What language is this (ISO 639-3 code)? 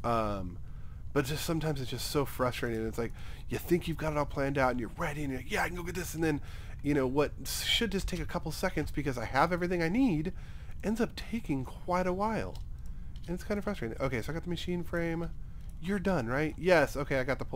eng